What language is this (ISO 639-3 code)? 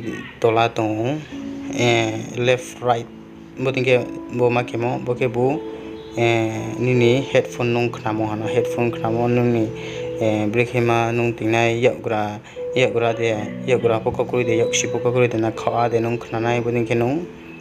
ria